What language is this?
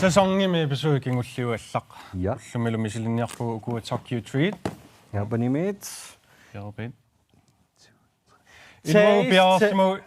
Kalaallisut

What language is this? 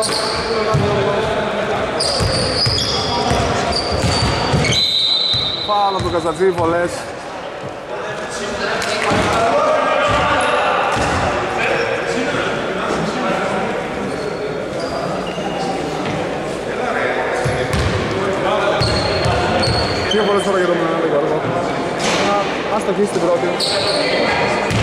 Greek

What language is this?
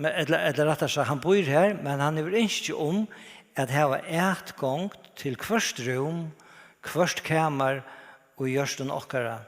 Faroese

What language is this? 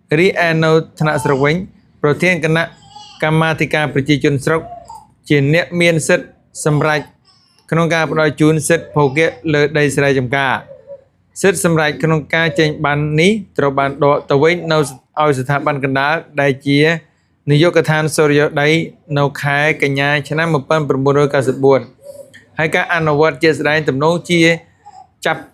Khmer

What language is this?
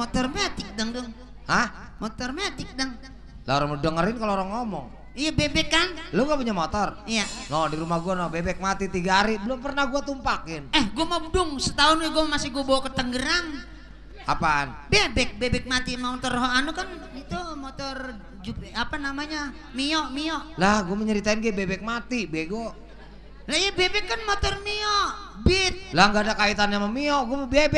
Betawi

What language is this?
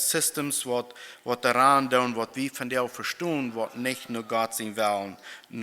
Plautdietsch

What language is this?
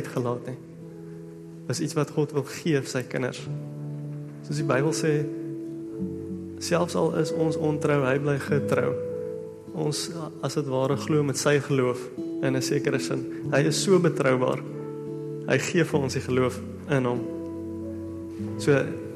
Afrikaans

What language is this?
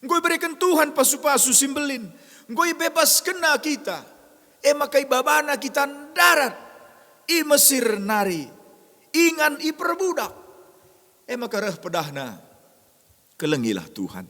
Batak Karo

